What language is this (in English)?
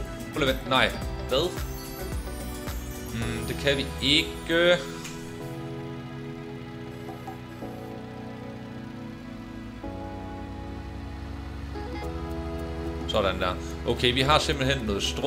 Danish